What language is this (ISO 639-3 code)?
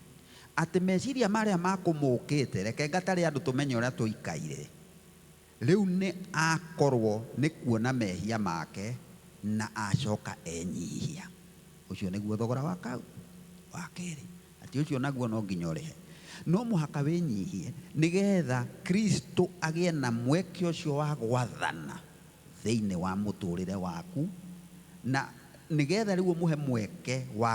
kik